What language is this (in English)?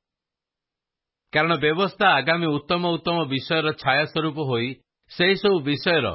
Odia